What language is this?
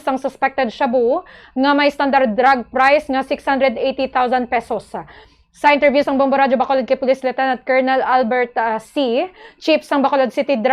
Hiligaynon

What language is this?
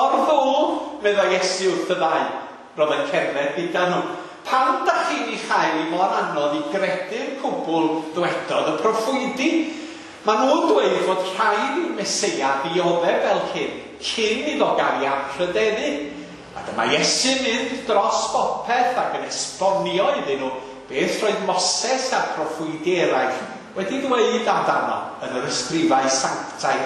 Welsh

